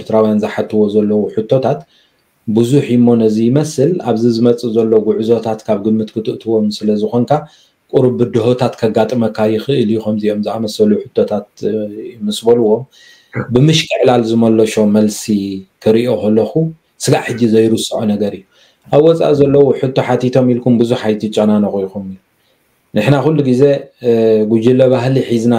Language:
Tigrinya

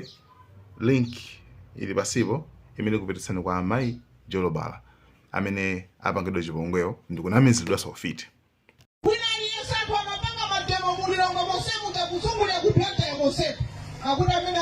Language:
Nyanja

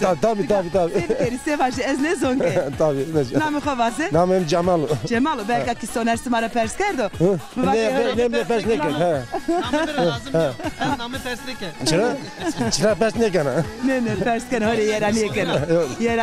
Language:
Zaza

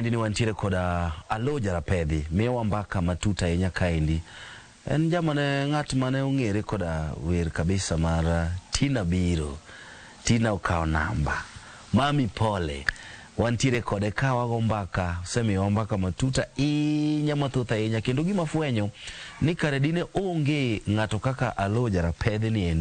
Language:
Luo (Kenya and Tanzania)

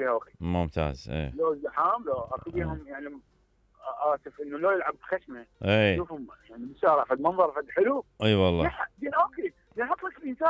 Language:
Mesopotamian Arabic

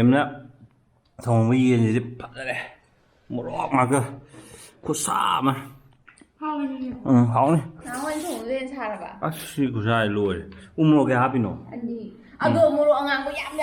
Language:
Manipuri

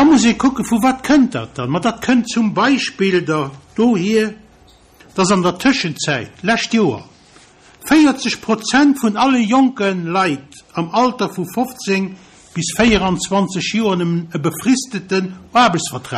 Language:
Luxembourgish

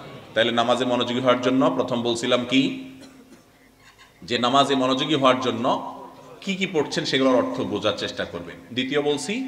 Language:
Bangla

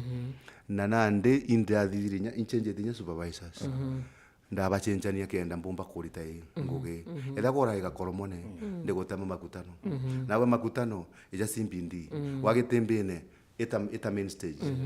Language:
Meru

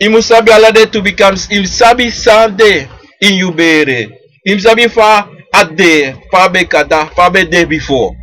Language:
Sranan Tongo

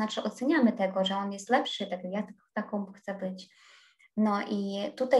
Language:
Polish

